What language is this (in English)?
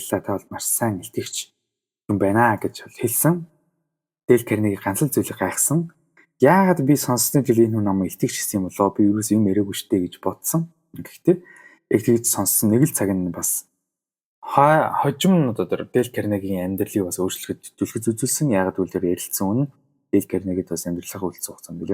Mongolian